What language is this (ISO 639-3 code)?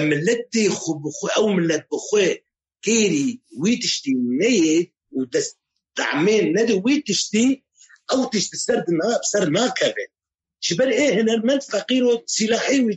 kur